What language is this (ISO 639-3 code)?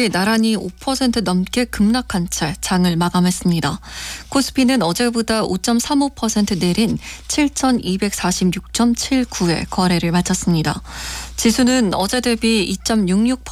kor